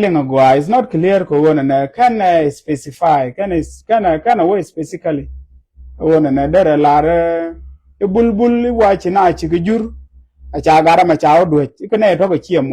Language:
Nuer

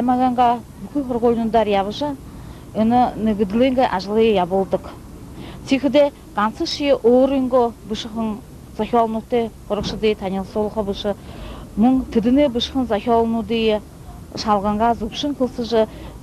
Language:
Buriat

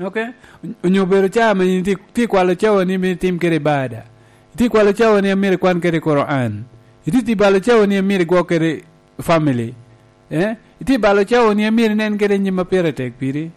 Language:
Lango (Uganda)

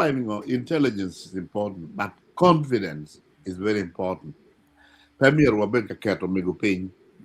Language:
Acoli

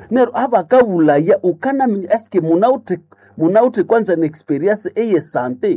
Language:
Nande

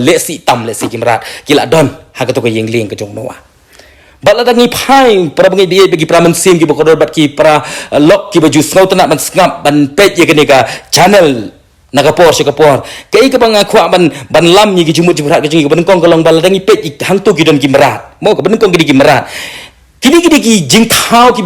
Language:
Khasi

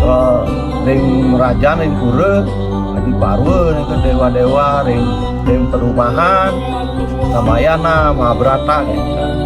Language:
Balinese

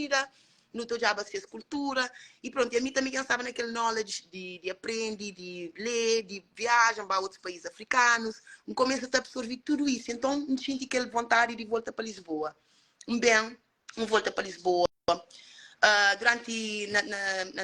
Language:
Kabuverdianu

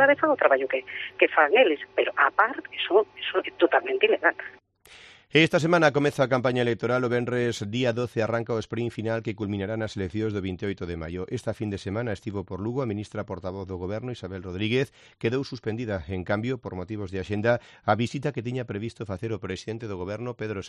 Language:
Galician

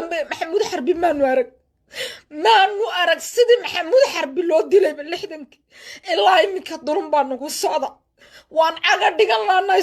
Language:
Somali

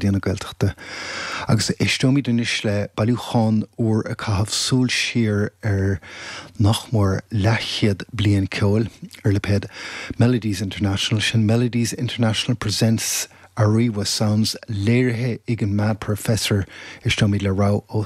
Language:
Irish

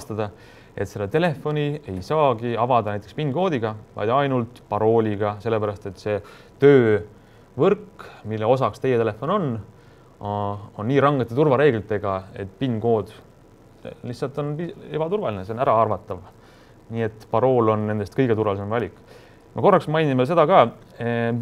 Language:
Estonian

